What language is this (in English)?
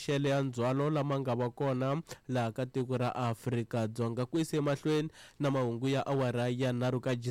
Tsonga